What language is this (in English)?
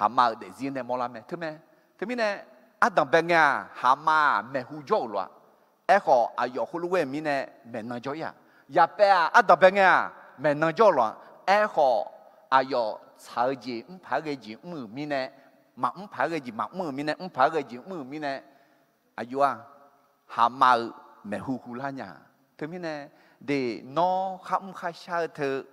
Akha